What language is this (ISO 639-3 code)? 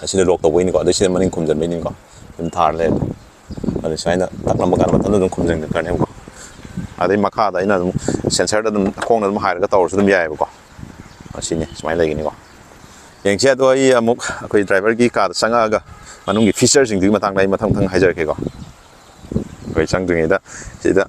mni